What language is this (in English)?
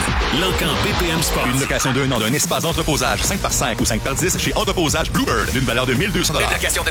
French